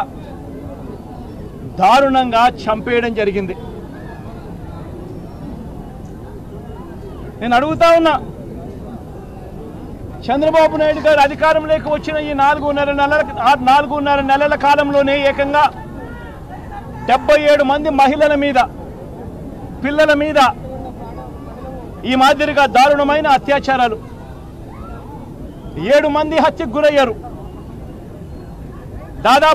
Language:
Telugu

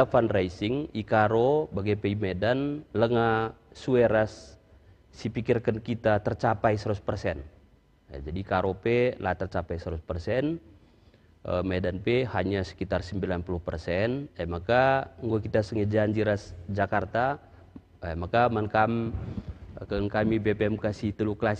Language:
Batak Karo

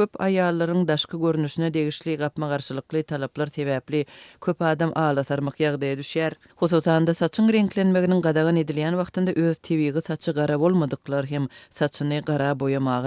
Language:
Turkmen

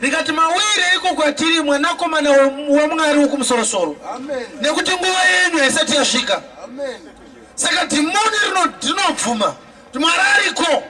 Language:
Shona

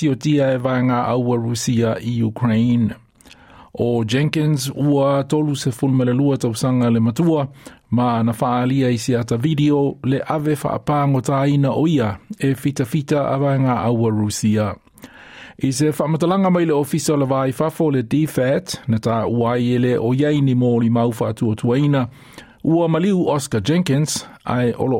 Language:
Samoan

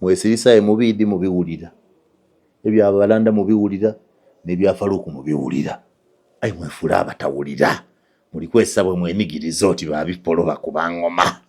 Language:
Ganda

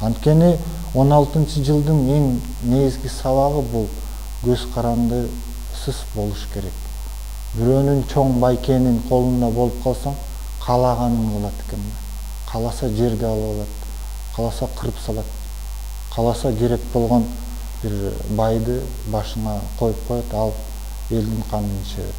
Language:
Kyrgyz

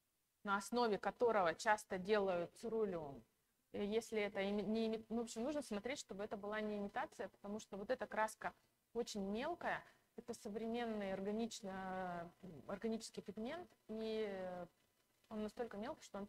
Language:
Russian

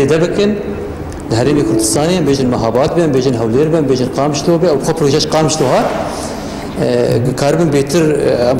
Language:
Kurdish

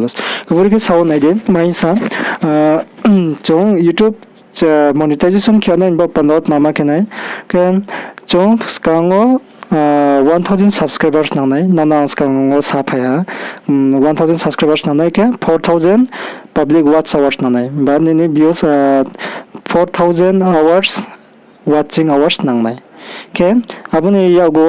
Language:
Riang (India)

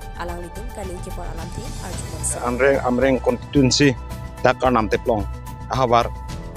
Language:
Karbi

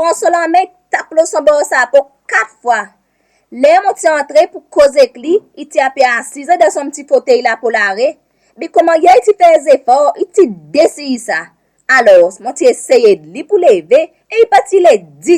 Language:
Seselwa Creole French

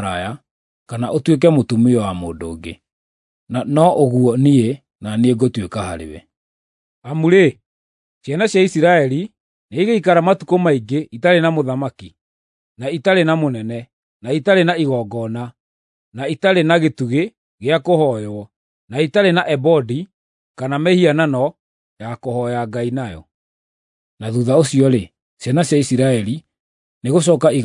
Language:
Kikuyu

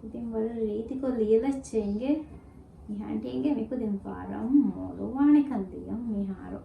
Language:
Divehi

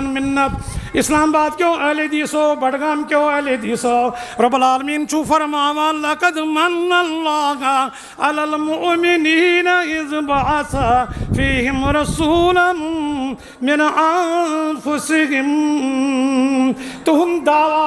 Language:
Kashmiri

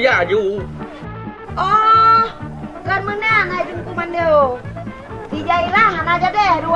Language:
Achinese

